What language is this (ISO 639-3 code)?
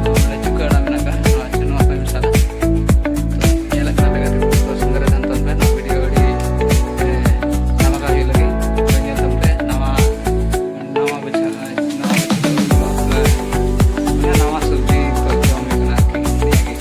sat